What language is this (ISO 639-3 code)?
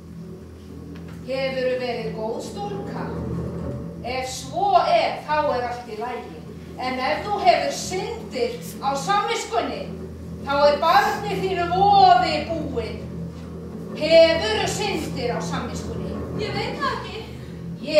isl